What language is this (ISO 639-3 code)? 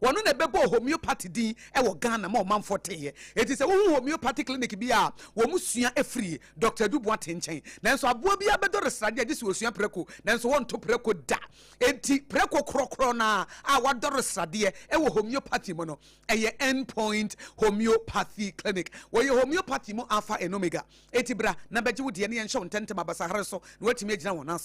aka